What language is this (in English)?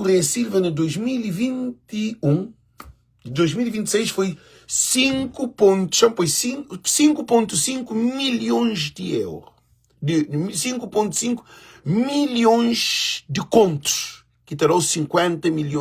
Kabuverdianu